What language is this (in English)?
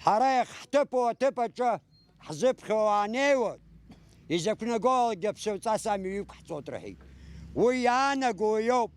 Abkhazian